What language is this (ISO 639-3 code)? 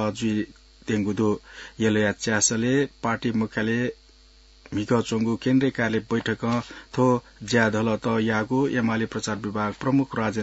new